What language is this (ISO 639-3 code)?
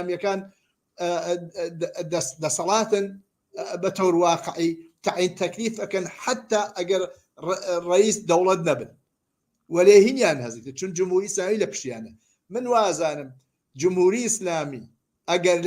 ckb